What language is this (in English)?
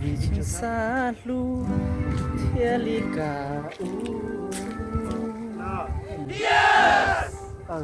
Hmong